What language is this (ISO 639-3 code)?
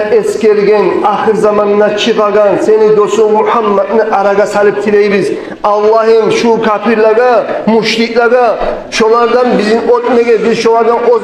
kum